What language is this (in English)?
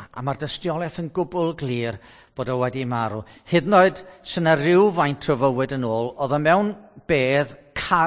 Welsh